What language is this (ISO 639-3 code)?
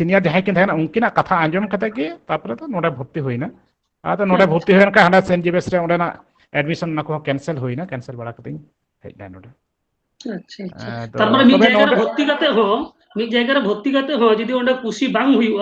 sat